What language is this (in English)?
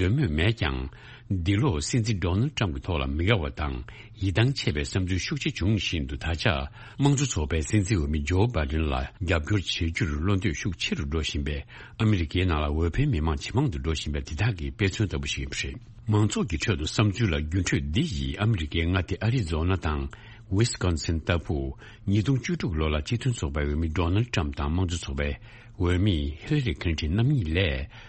Tibetan